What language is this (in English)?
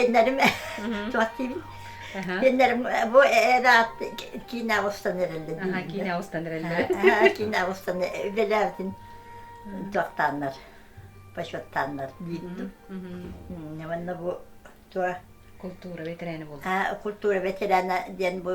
Yakut